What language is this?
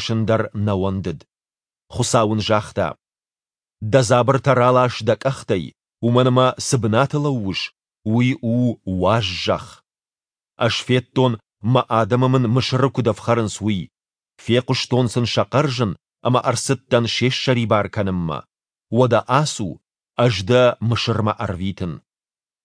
Ossetic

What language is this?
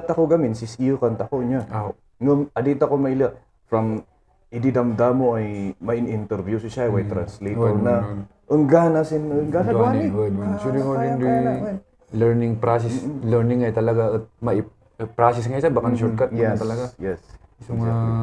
Kankanaey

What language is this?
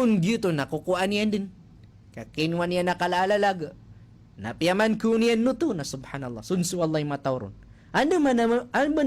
Maranao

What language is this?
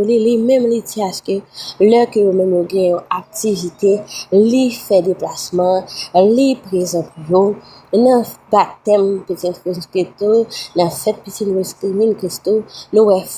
Haitian Creole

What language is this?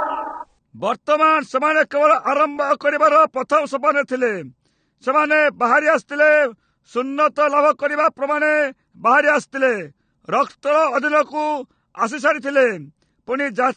Odia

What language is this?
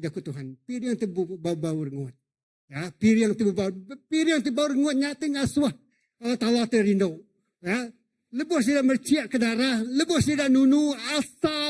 Iban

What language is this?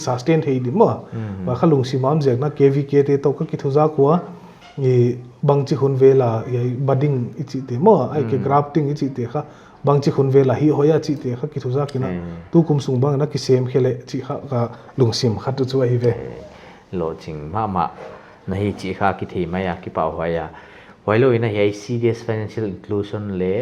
Paite Chin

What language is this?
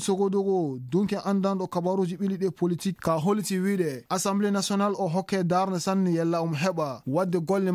Fula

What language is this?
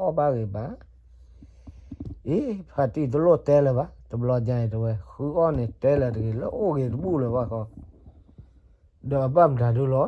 S'gaw Karen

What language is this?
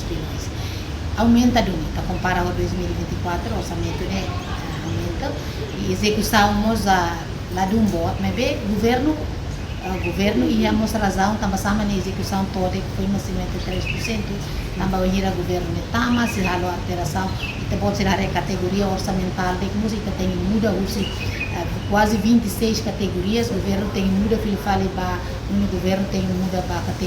Tetum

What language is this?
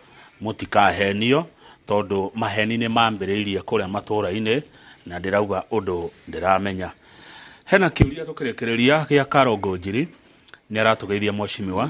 Kikuyu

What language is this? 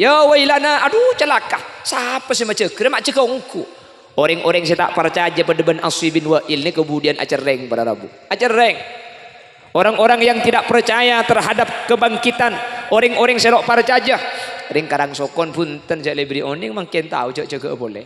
Madurese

